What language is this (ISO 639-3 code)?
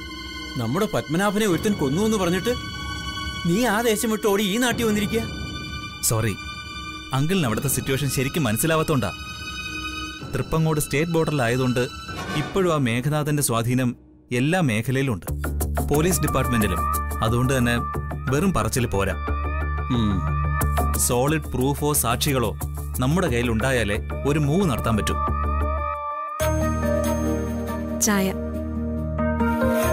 mal